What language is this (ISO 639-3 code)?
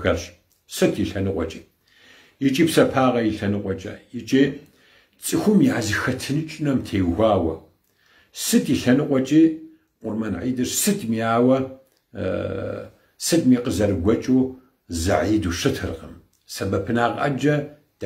kbd